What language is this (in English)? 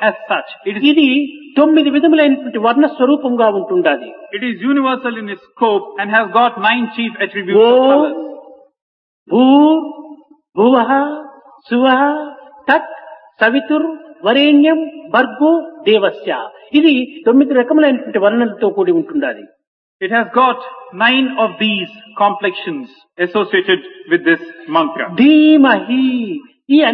Telugu